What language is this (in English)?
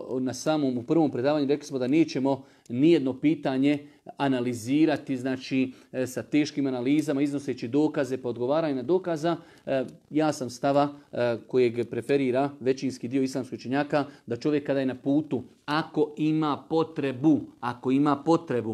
Bosnian